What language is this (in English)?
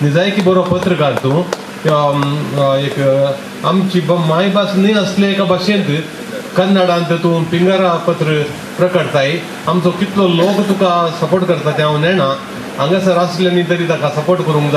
Konkani